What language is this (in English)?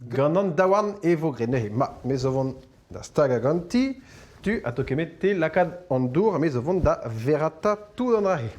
Breton